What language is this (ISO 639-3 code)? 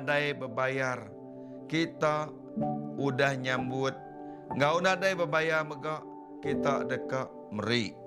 iba